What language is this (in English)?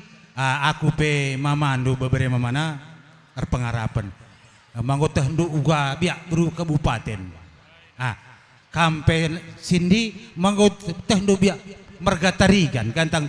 Batak Karo